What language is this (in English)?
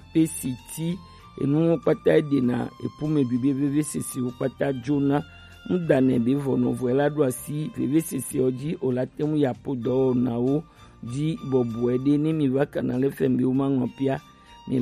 Gen